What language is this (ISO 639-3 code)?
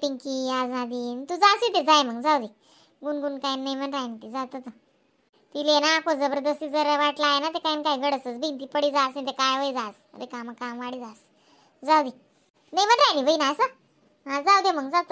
khn